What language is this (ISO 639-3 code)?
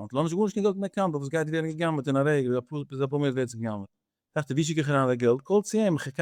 yid